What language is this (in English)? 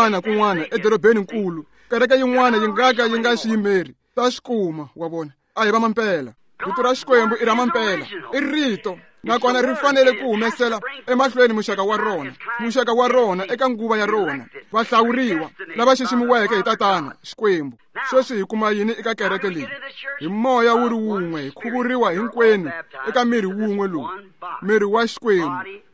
Tsonga